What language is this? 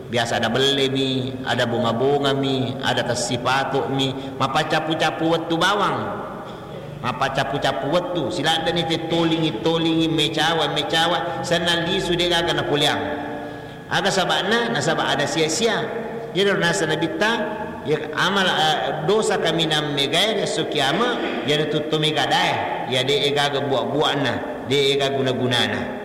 Buginese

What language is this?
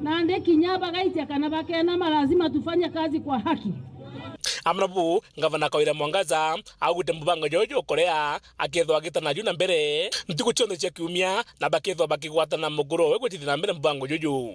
Meru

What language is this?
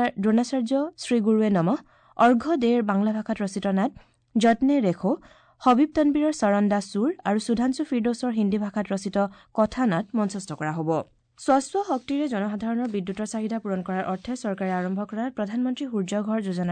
Assamese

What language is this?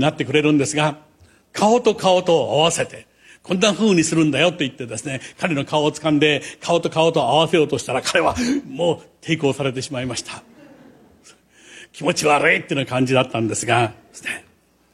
Japanese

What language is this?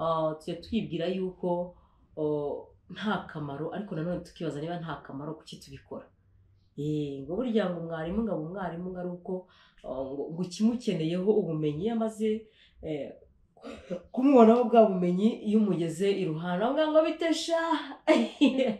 Kinyarwanda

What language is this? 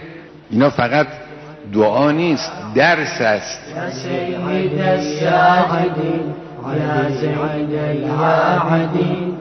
Persian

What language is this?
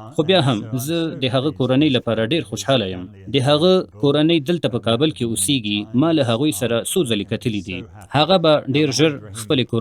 Pashto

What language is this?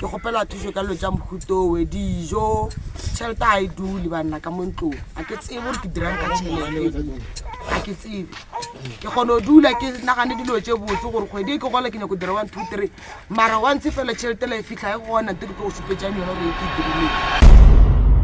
Northern Sotho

